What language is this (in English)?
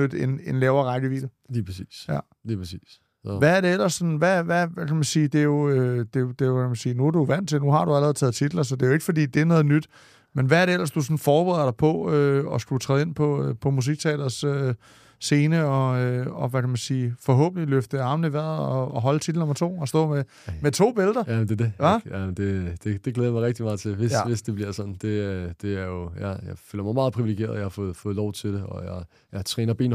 Danish